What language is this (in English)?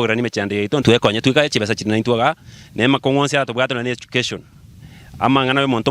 Gusii